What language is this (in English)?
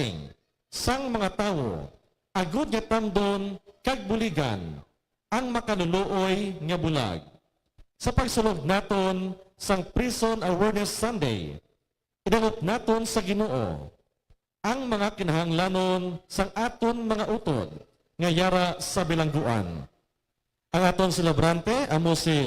Hiligaynon